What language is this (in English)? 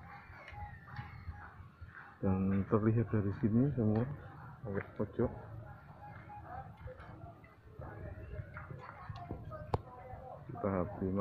Indonesian